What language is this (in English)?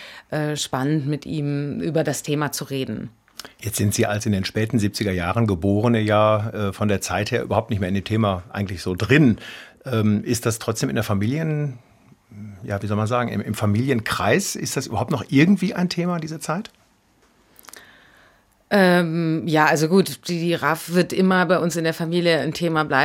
German